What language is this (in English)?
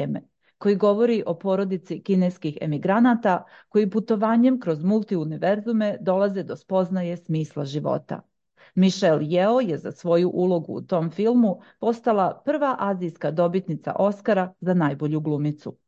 Serbian